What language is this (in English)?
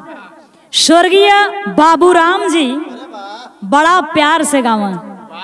Bhojpuri